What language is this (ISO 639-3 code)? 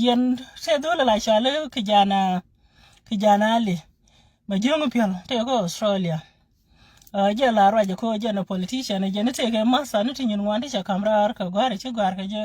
nus